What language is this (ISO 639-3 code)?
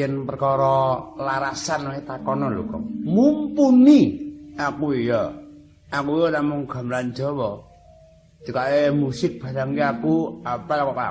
jav